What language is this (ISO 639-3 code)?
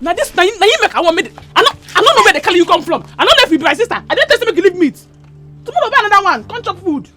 pcm